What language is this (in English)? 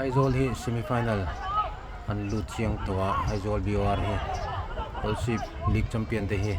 Mizo